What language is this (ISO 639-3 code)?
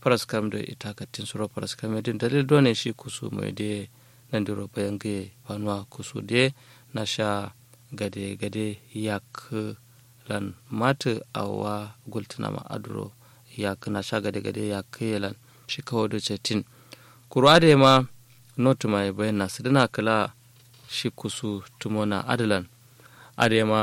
kau